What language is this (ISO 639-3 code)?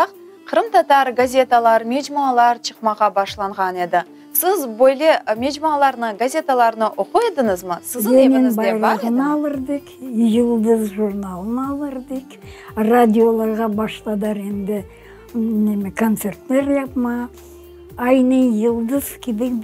crh